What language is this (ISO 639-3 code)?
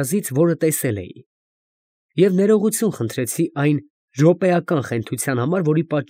hye